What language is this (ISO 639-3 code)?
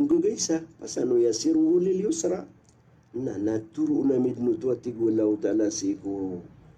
mrw